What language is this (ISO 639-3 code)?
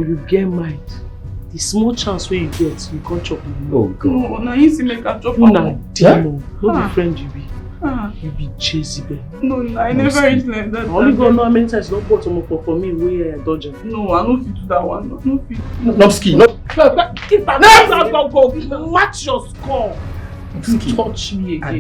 pcm